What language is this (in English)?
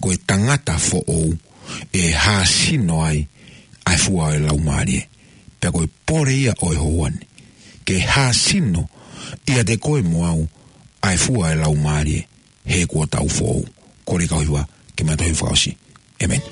Tongan